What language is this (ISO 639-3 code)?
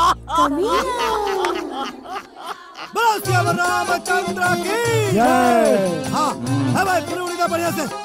bho